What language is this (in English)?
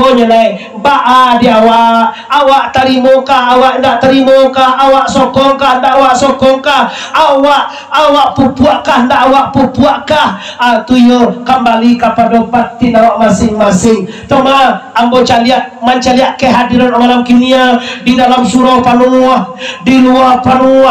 Minangkabau